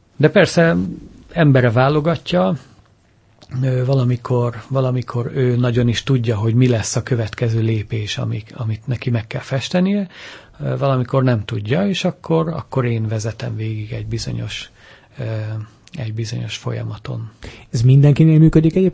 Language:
Hungarian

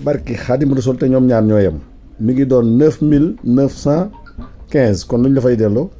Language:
Wolof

